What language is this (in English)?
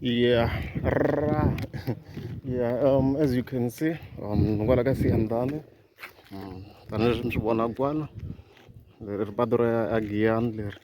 Tsonga